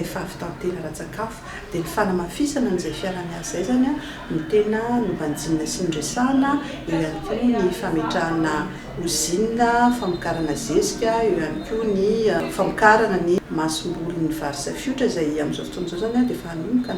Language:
Malagasy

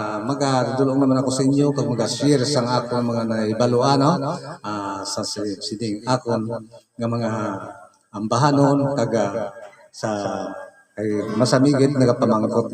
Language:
Hiligaynon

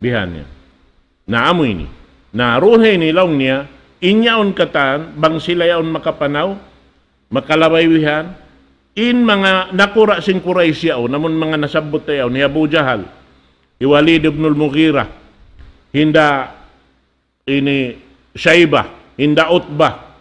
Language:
Tausug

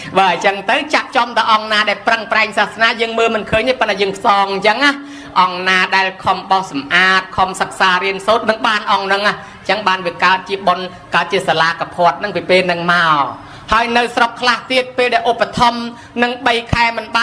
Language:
Khmer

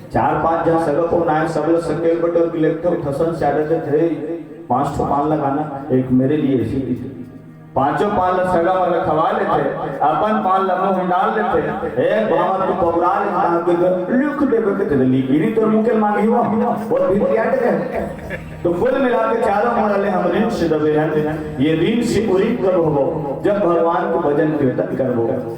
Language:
Chhattisgarhi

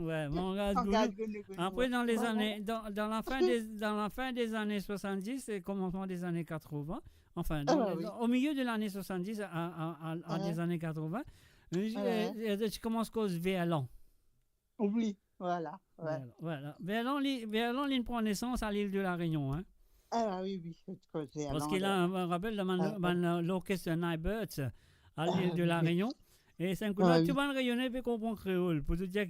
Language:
Morisyen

